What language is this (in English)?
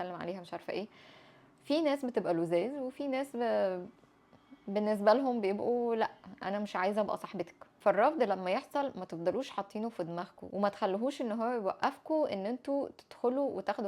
Egyptian Arabic